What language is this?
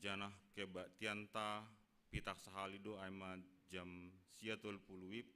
Batak Simalungun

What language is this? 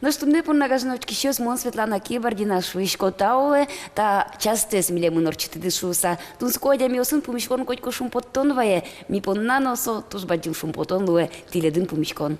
Udmurt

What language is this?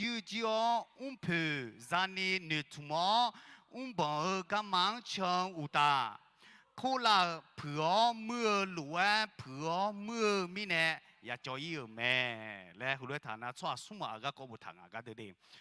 Akha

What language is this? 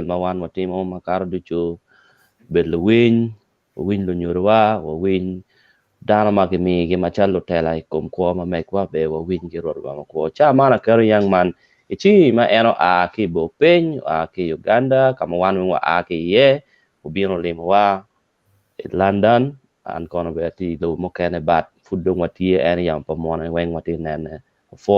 Acoli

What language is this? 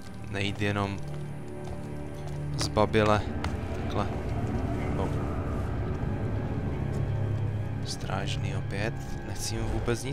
Czech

